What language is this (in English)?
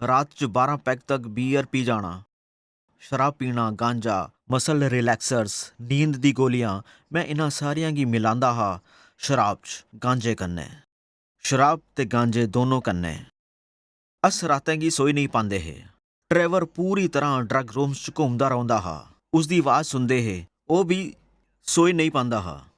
Dogri